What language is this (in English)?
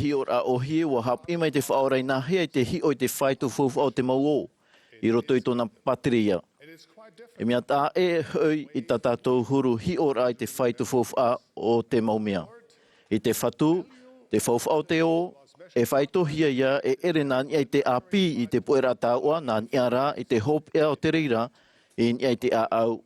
Tahitian